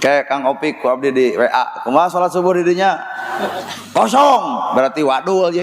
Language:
Sundanese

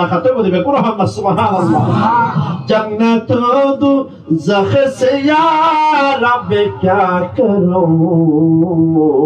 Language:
Rohingya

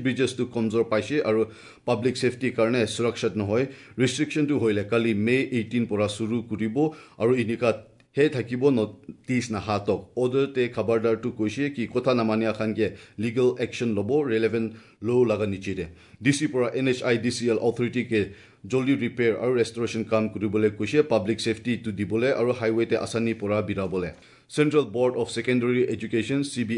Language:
Assamese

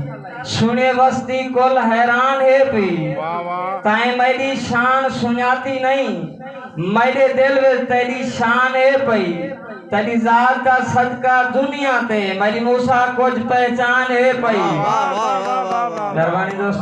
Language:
Saraiki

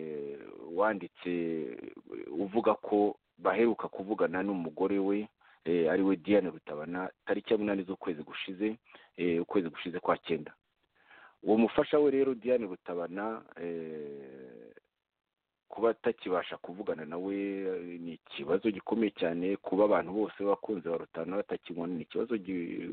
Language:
Kinyarwanda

